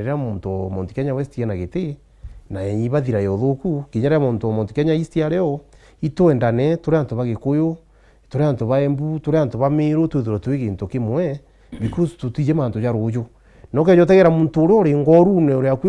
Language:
Meru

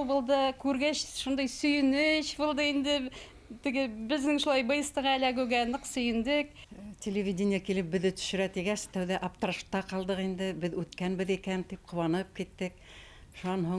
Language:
Bashkir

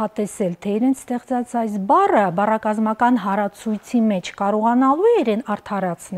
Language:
Armenian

